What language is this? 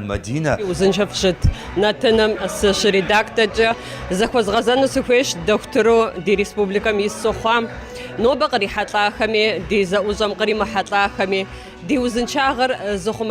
Kabardian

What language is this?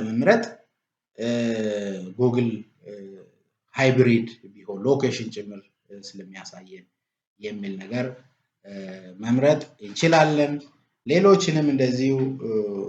Amharic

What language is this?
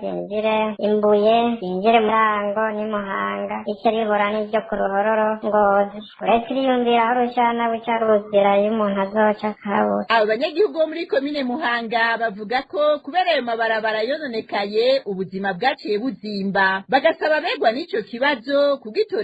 Rundi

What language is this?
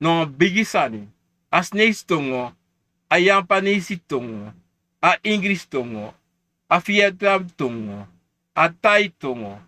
Sranan Tongo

